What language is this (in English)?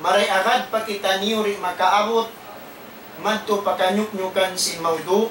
Tausug